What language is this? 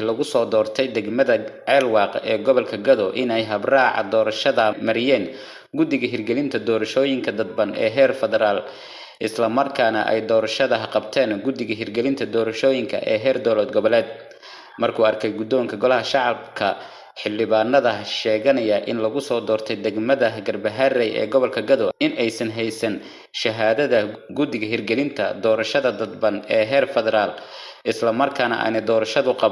Somali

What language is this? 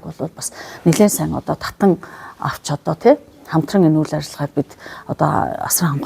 Mongolian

